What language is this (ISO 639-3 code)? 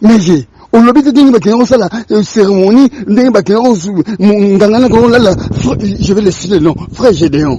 lin